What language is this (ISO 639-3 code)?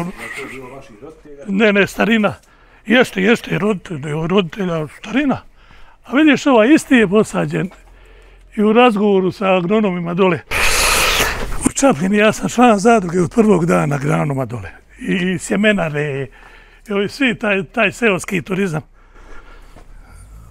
bos